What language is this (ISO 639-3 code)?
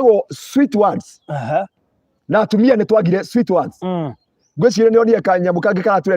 kik